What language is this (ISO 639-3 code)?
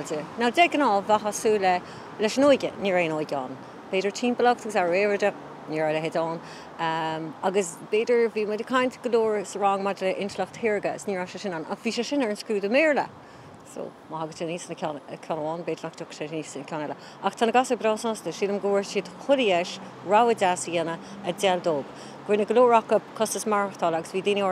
gle